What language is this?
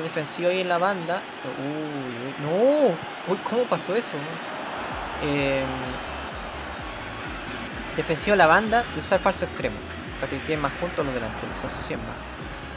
Spanish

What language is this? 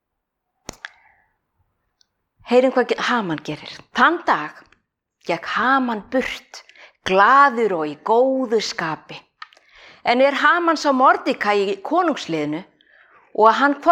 Icelandic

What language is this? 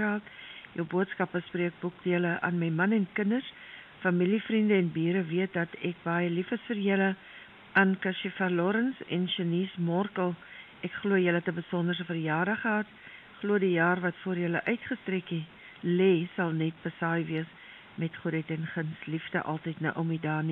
Afrikaans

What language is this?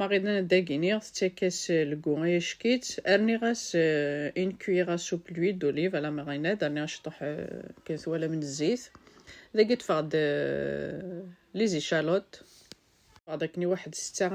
Kabyle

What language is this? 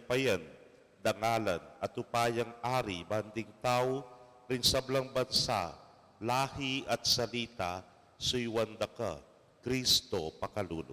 Pampanga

